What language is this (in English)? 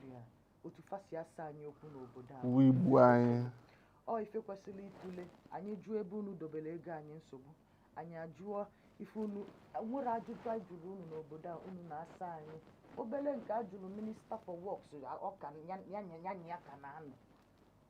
Igbo